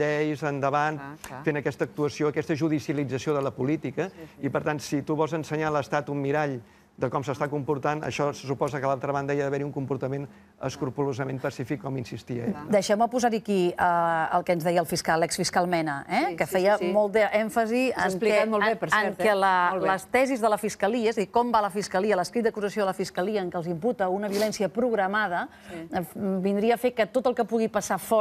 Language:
Catalan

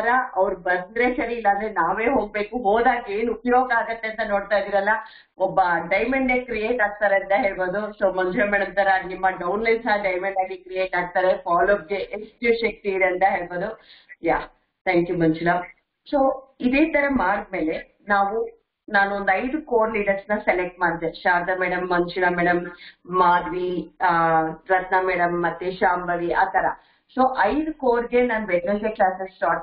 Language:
Kannada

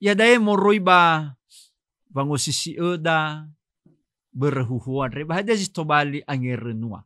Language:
Nias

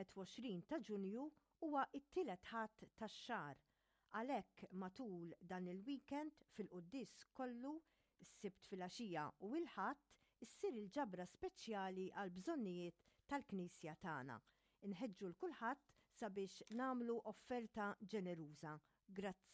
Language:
Maltese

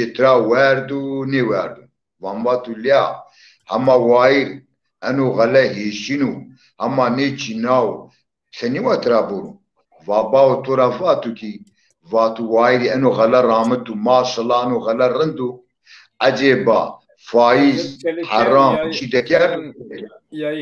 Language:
Zaza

